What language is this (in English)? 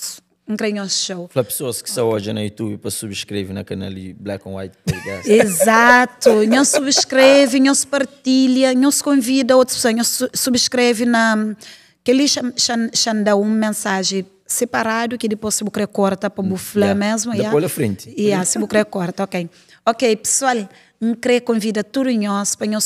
Kabuverdianu